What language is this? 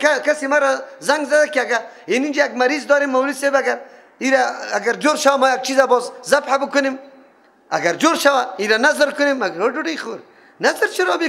Persian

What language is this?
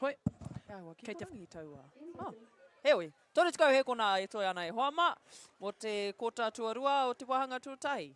Māori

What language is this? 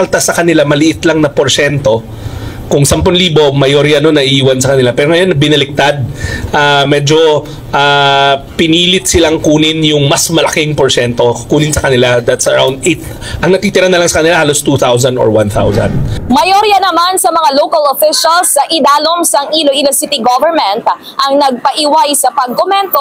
Hiligaynon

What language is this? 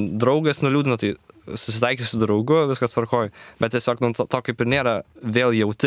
Lithuanian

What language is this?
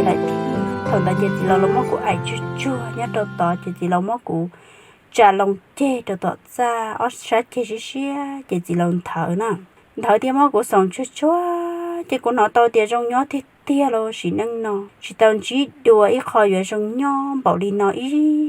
Hmong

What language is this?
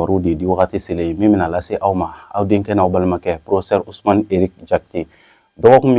Bambara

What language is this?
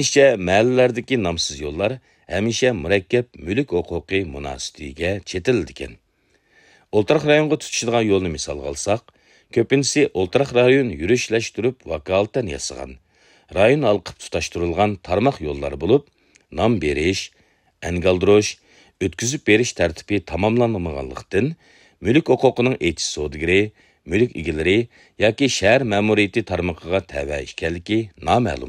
Uyghur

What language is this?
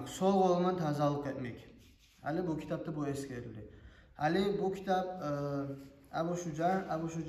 Kumyk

